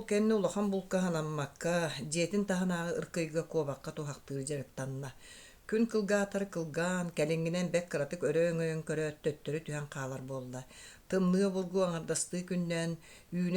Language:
Yakut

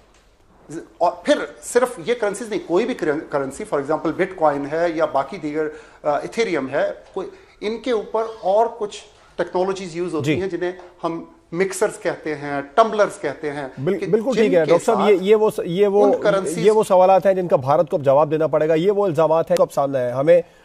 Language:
Urdu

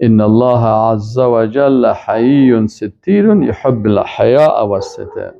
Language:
Persian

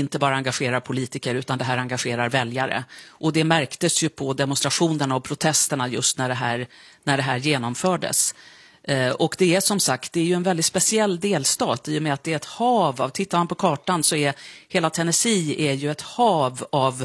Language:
Swedish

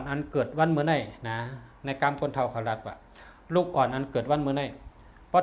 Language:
Shan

